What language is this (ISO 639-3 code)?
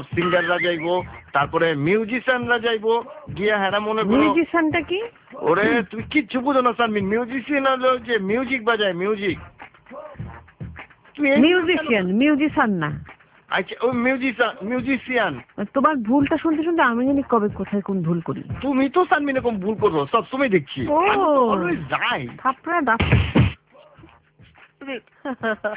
ben